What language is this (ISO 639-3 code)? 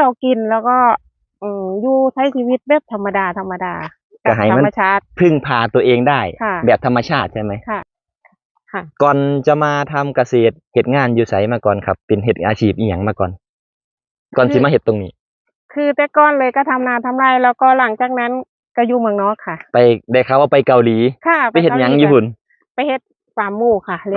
tts